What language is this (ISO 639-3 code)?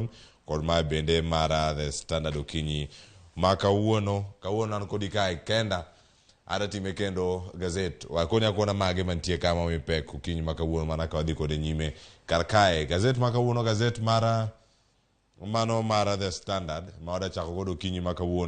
luo